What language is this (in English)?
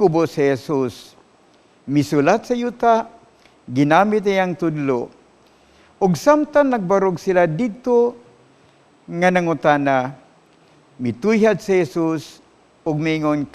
Cebuano